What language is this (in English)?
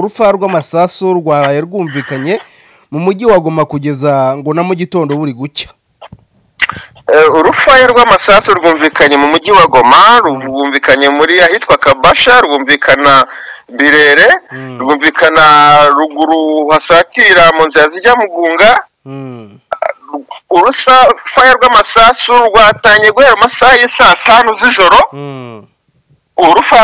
Kinyarwanda